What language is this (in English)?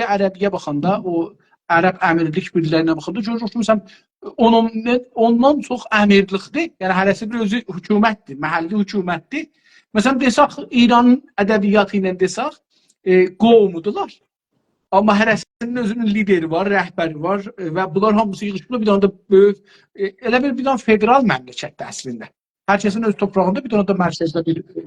South Azerbaijani